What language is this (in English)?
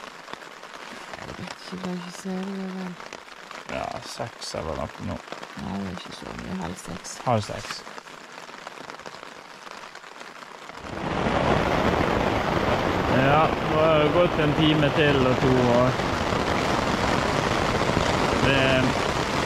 Norwegian